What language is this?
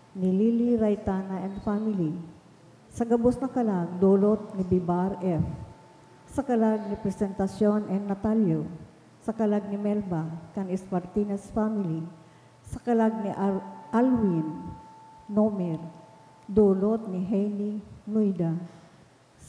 Bikol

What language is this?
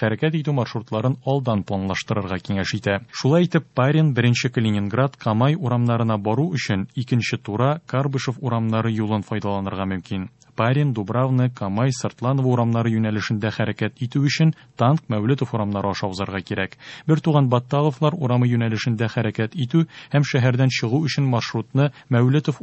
Tatar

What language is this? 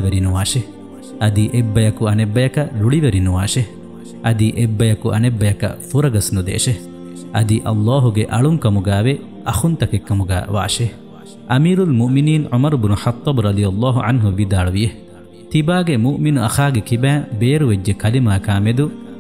Divehi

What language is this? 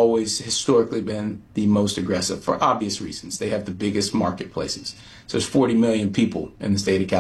English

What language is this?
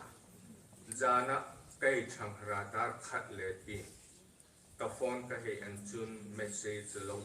Hmar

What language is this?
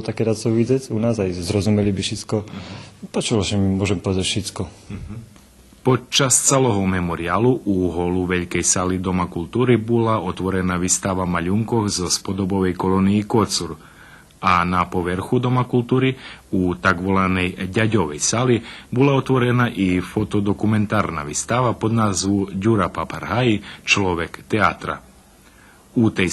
Rusyn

